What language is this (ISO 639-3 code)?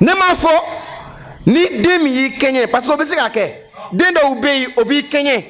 bam